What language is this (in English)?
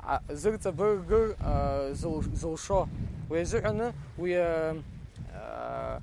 Abkhazian